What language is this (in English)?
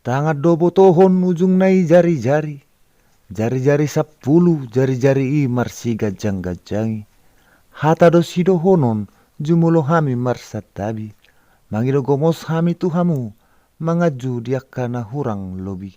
Batak Toba